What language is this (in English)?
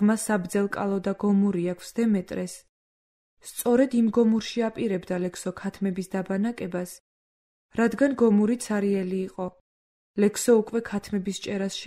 Georgian